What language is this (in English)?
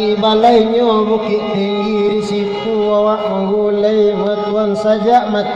Minangkabau